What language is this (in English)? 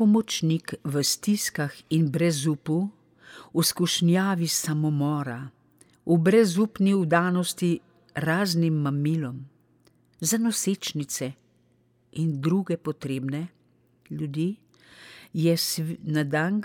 Slovenian